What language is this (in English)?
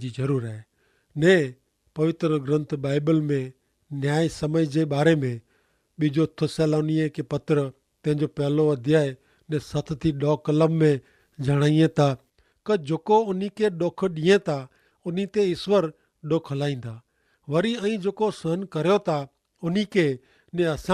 Kachhi